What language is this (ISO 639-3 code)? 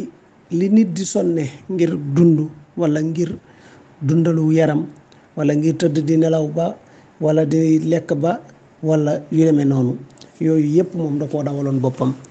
wol